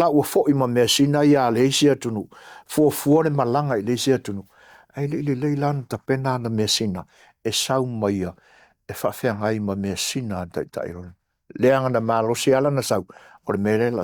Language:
Samoan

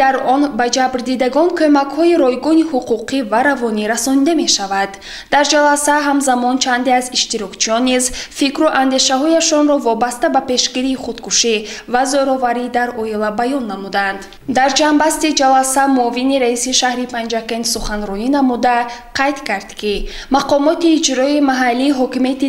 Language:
Tajik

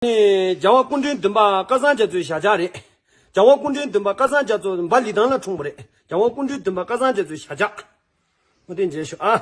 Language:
Tibetan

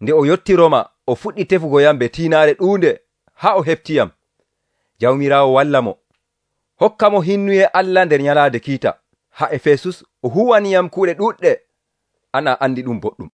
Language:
Nigerian Fulfulde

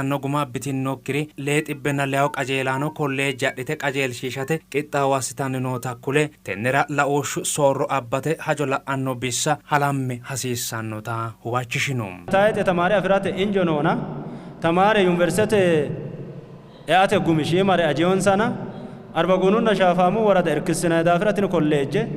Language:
Sidamo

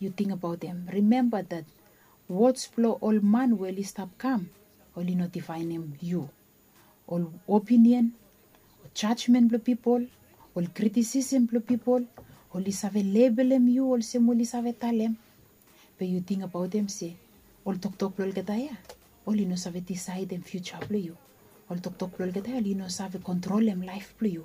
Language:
Bislama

